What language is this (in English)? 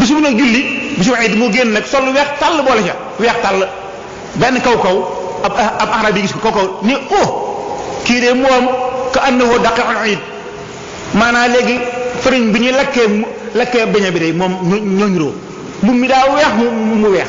Wolof